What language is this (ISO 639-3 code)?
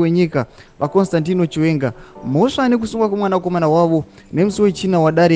sna